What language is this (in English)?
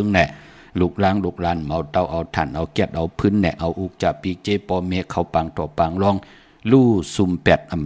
Shan